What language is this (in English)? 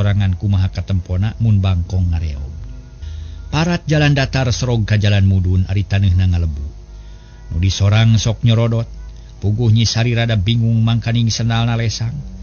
Sundanese